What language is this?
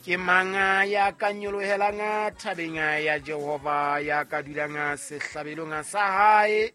Southern Sotho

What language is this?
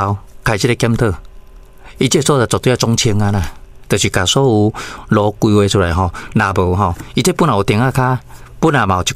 Min Nan Chinese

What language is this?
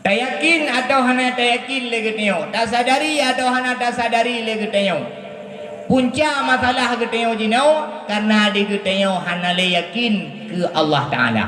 Achinese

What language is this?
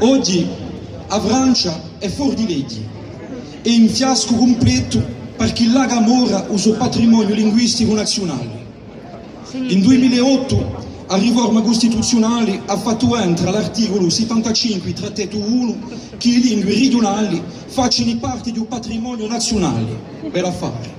Corsican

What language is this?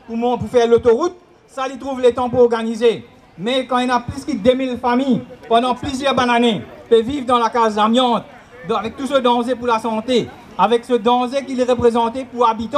Morisyen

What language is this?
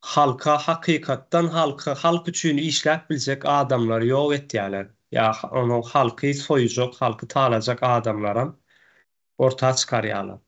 Turkmen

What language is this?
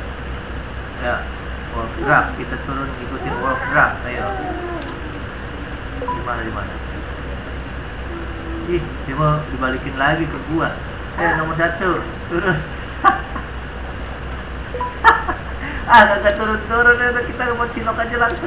Indonesian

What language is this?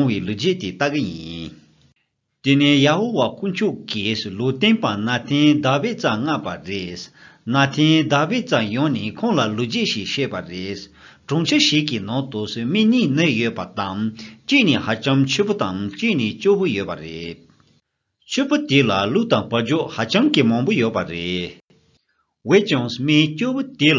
Tibetan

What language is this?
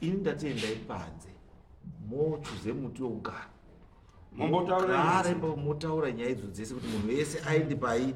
Shona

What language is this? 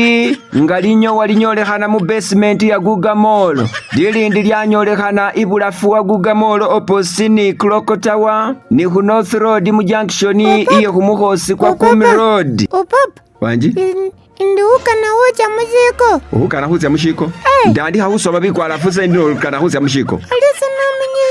Masaaba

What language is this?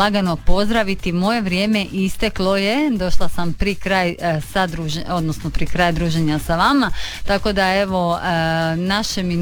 Croatian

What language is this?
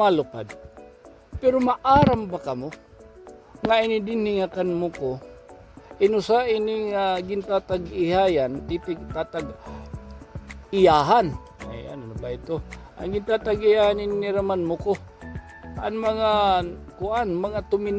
Waray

